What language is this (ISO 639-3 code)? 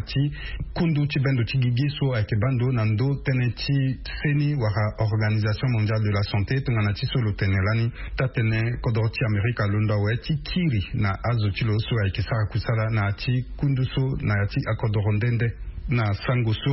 sag